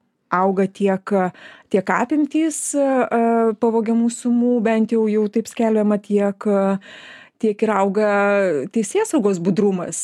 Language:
Lithuanian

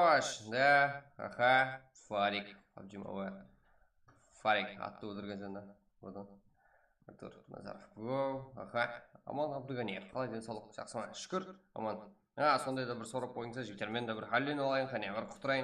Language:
Kara-Kalpak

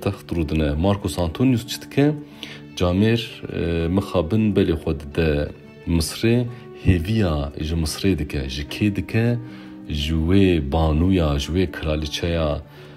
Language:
Kurdish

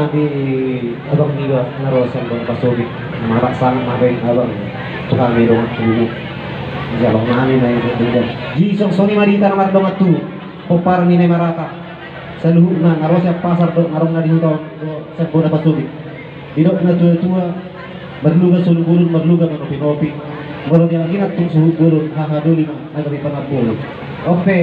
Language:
Batak Toba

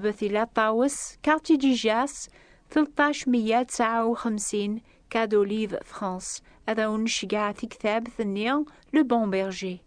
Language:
Kabyle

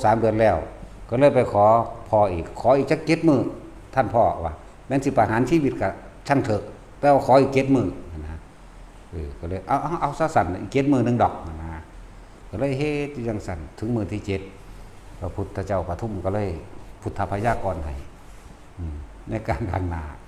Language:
Northeastern Thai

